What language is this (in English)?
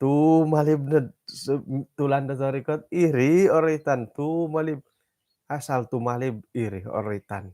Central Dusun